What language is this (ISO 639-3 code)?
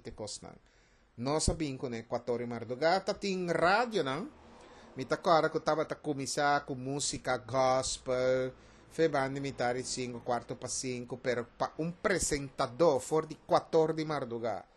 pap